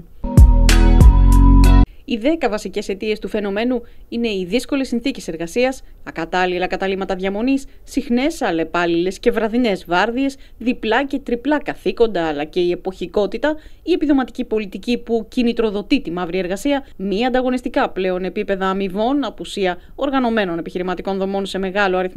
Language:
Greek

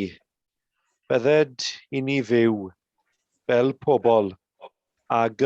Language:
Welsh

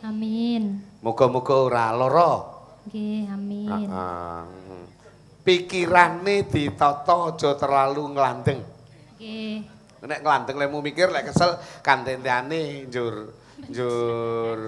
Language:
Javanese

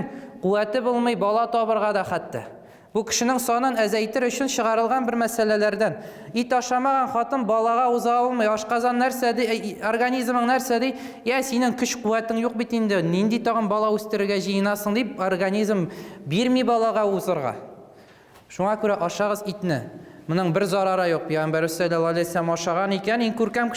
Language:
Tatar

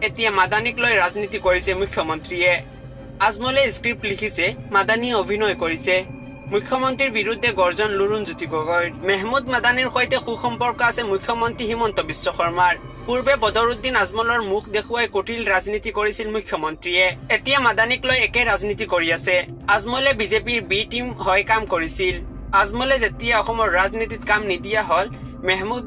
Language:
Assamese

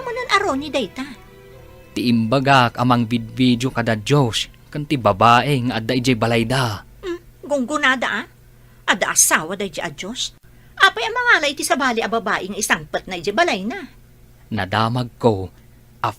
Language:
Iloko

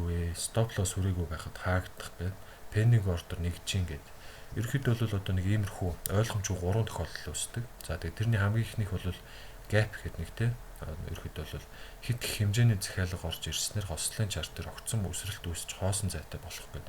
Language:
Mongolian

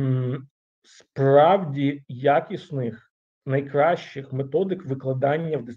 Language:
Ukrainian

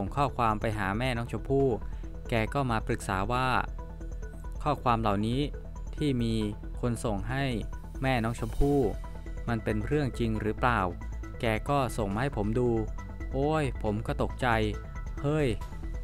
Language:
Thai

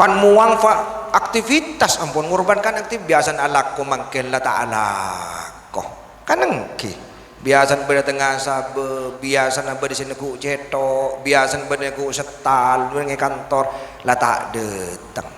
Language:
Madurese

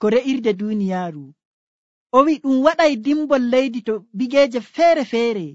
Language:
Nigerian Fulfulde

